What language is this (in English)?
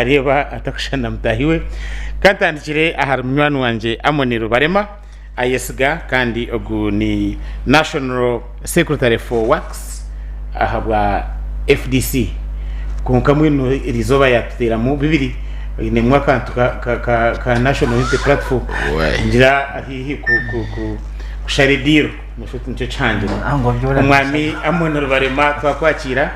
Nyankole